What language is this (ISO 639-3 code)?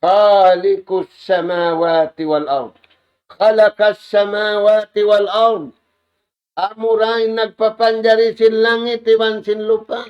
tsg